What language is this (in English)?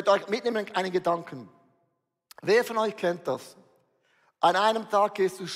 Swiss German